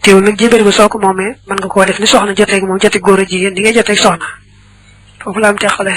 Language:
Wolof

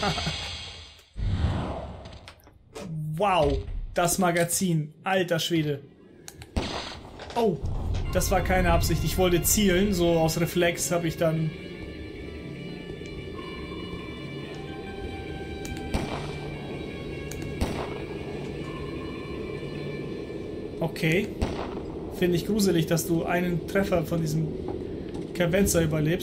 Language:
German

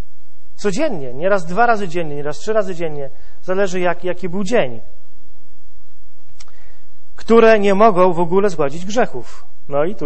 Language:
Polish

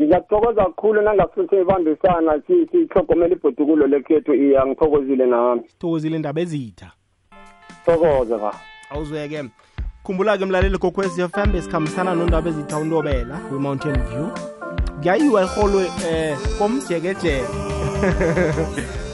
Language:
South Ndebele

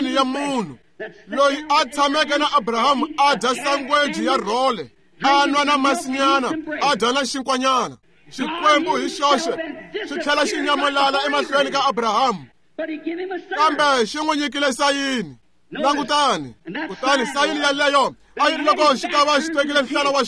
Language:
Tsonga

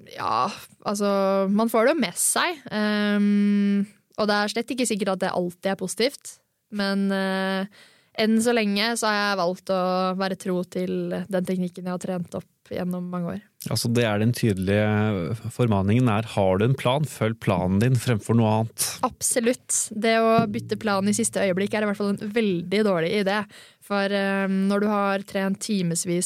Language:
Norwegian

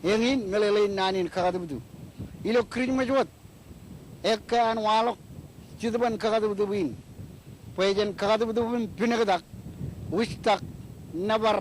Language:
Marshallese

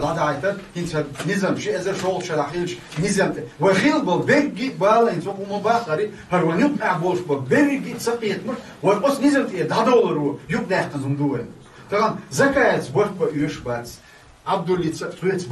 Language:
Chechen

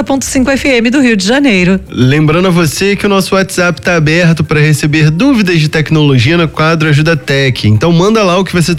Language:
Portuguese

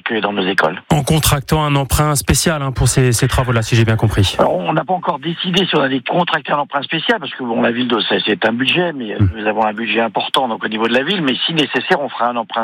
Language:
French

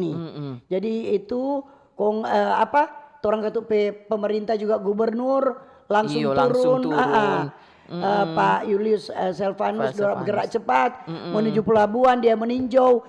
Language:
Manado Malay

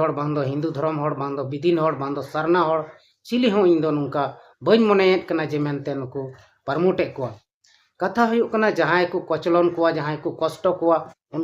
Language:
Santali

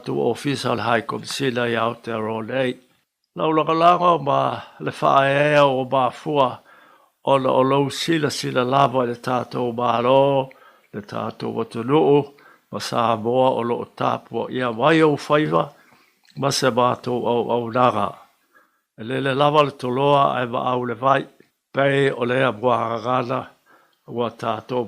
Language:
Samoan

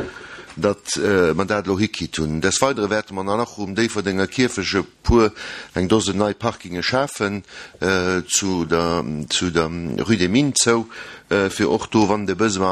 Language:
Luxembourgish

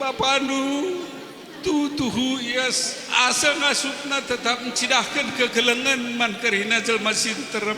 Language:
Batak Karo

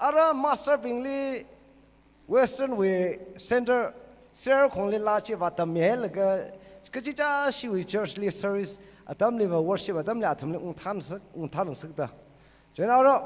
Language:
Tangkhul Naga (India)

